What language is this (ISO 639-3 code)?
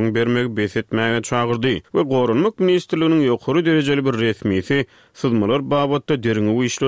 tuk